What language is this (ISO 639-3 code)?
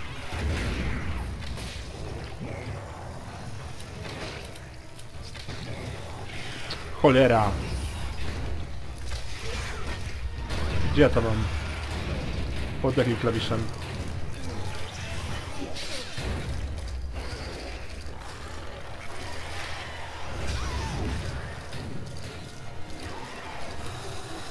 pol